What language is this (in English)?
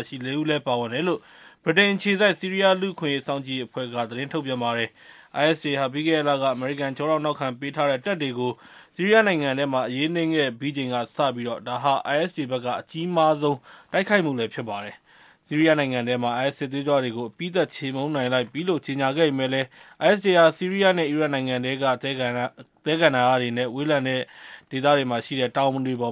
Burmese